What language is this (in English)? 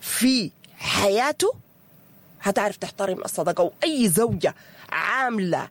Sudanese Arabic